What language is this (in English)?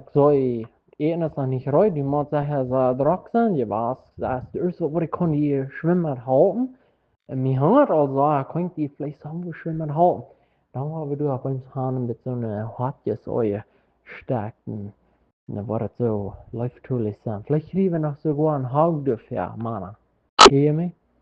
Plautdietsch